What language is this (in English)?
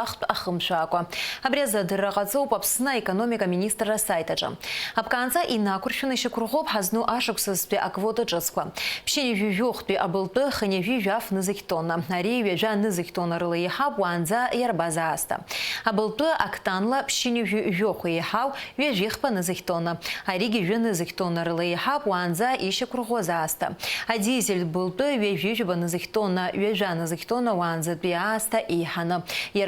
Abkhazian